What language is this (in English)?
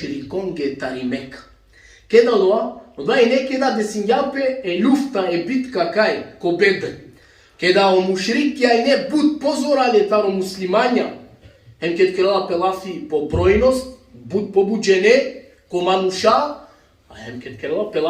Balkan Romani